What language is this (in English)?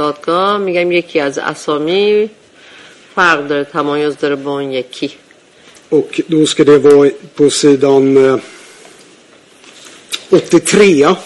Swedish